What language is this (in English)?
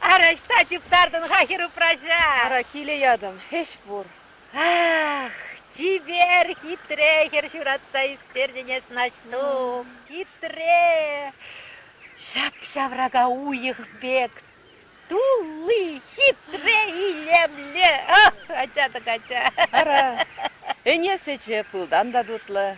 Chuvash